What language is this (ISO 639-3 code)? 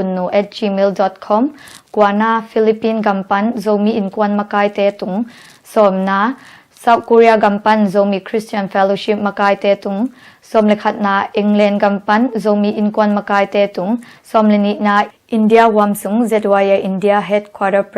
ctd